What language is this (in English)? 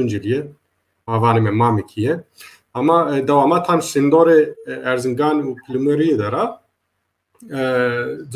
Zaza